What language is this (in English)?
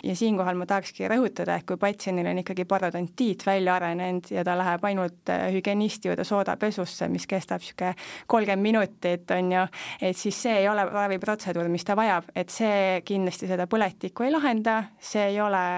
Estonian